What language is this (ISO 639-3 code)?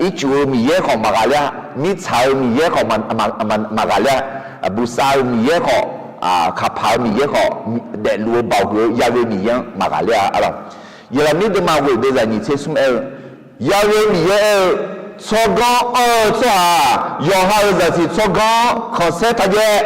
ahk